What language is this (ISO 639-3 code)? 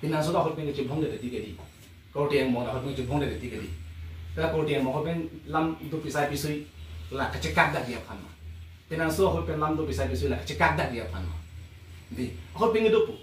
mjw